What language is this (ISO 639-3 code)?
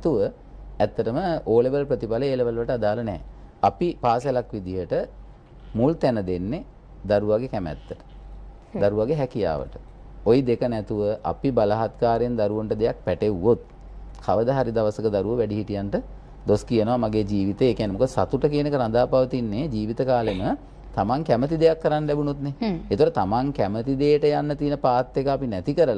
sin